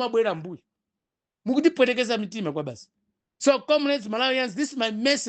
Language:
Nyanja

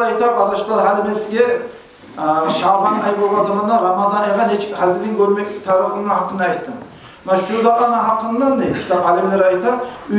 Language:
Kumyk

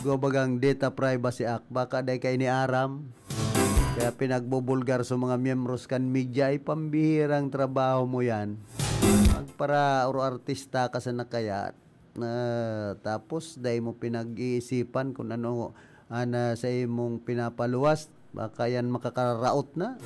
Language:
Bikol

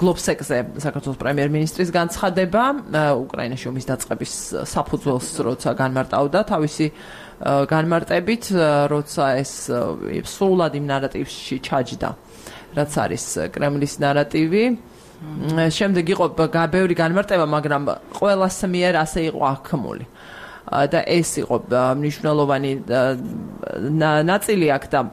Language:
Georgian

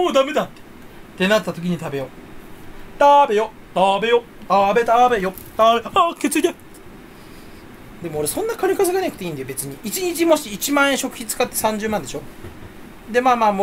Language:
Japanese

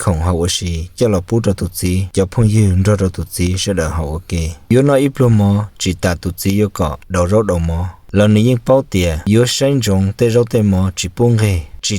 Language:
Hmong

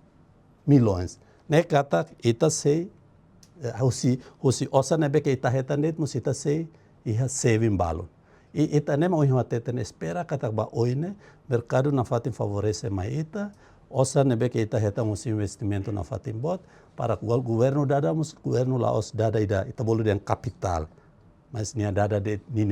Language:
Tetum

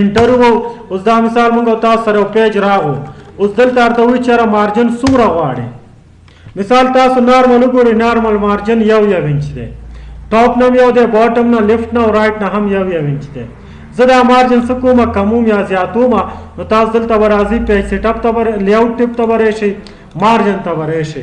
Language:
Pashto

